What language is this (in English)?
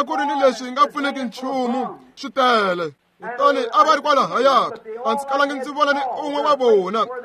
Tsonga